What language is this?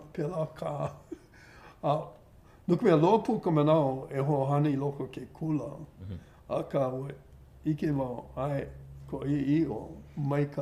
Hawaiian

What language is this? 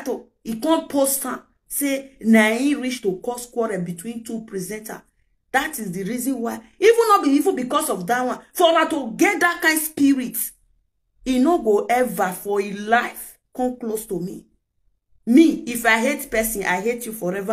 Nigerian Pidgin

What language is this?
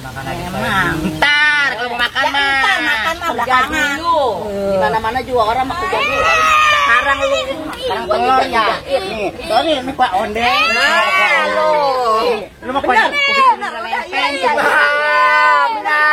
Betawi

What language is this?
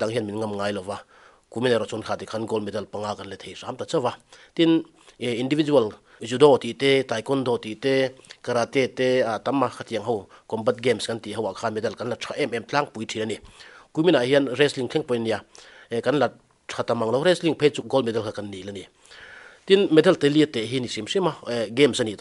Mizo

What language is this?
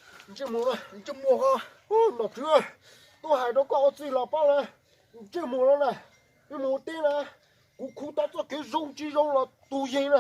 Hmong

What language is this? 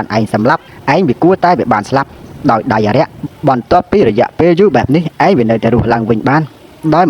Khmer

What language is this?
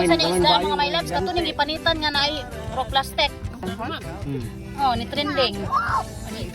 Cebuano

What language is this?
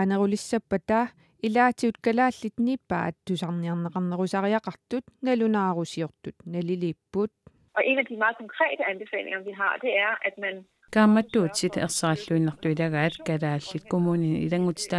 Kalaallisut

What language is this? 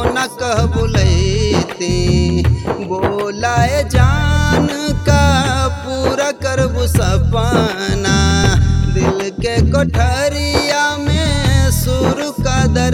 Bhojpuri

